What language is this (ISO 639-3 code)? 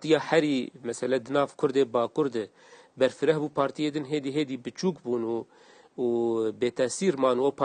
kur